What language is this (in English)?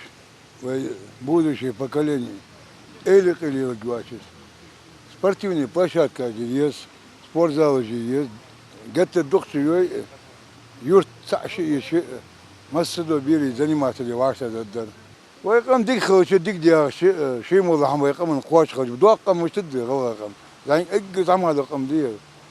Ingush